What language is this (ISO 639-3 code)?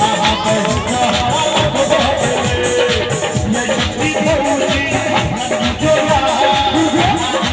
mai